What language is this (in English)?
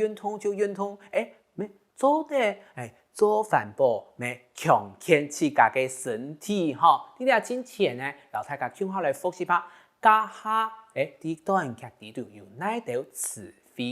Hakka Chinese